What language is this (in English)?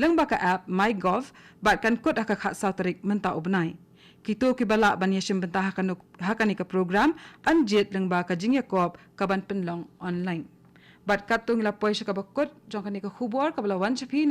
Khasi